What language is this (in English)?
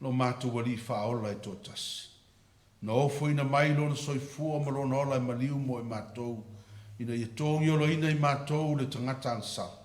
Samoan